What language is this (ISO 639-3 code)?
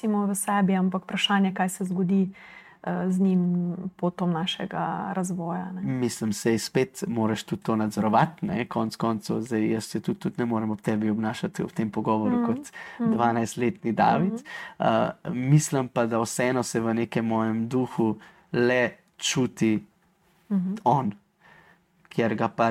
slv